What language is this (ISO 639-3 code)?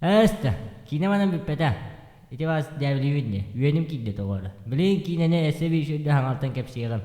sah